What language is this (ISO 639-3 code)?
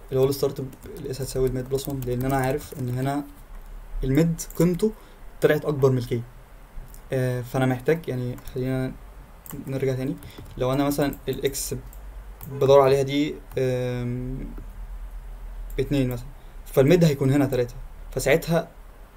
arz